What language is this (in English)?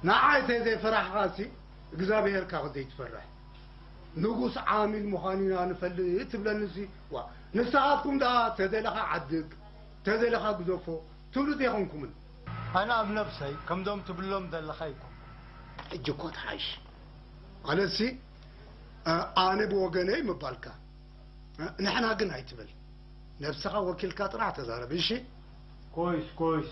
Tigrinya